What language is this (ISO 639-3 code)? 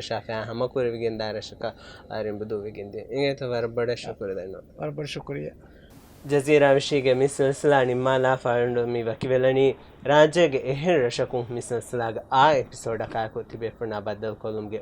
div